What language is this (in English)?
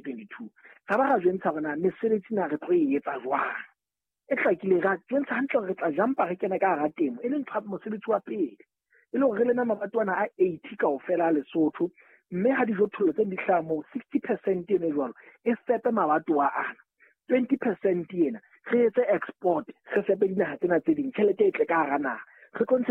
Southern Sotho